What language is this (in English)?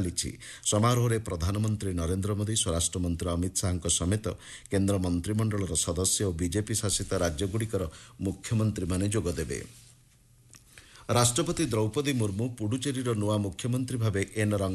Odia